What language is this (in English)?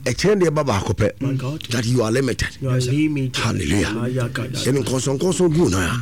Akan